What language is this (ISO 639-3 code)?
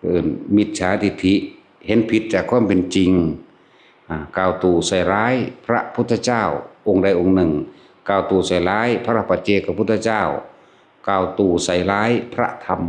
tts